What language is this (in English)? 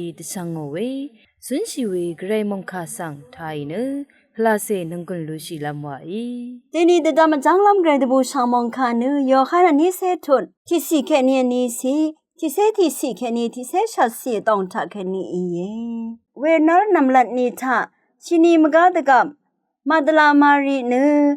Rawang